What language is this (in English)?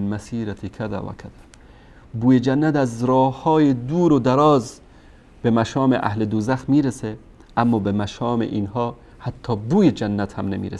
Persian